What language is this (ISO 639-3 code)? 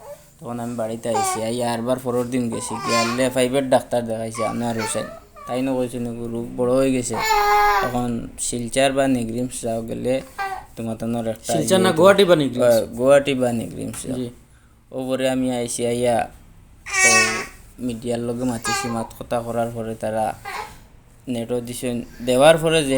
syl